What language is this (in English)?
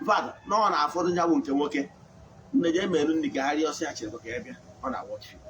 Igbo